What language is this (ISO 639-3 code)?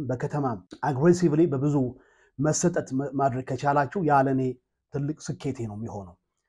amh